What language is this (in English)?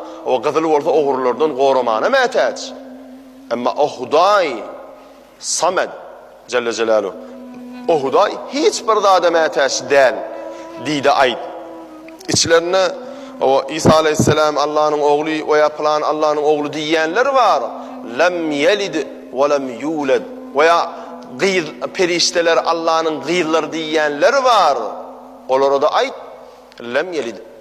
Turkmen